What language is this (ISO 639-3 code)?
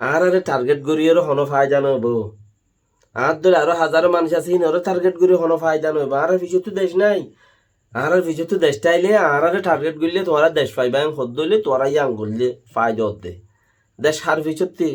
rhg